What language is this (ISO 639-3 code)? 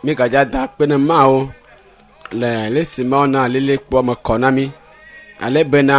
ewe